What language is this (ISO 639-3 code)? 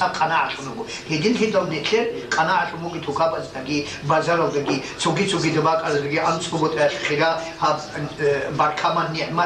ava